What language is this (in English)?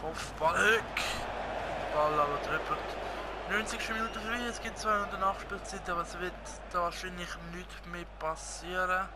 Swiss German